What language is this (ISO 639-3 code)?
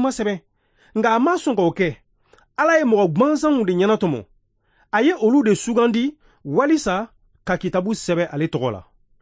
bam